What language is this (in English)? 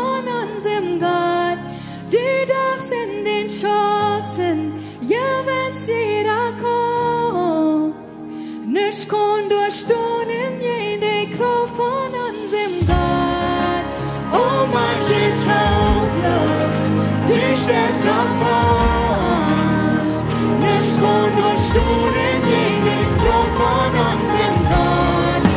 Plautdietsch